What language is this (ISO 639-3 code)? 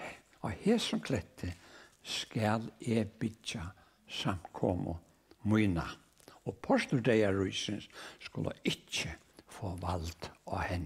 fao